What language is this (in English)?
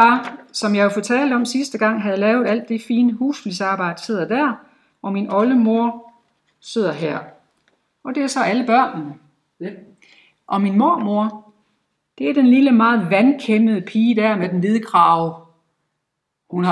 Danish